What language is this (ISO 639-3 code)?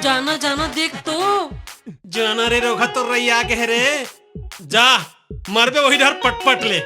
hne